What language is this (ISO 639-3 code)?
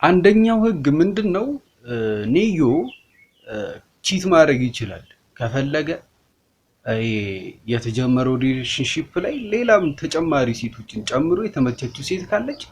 amh